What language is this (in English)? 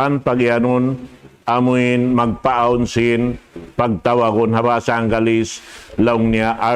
Tausug